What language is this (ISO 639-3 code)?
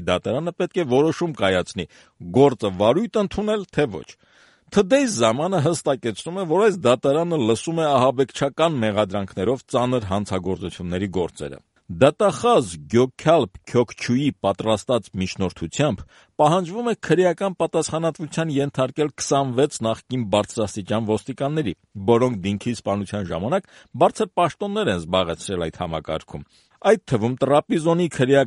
hye